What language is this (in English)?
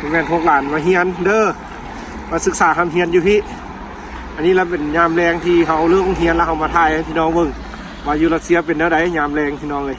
Lao